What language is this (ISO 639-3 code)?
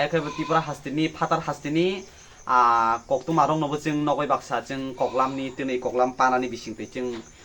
trp